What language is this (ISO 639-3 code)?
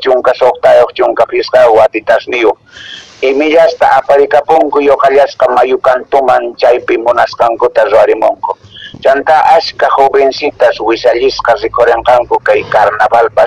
que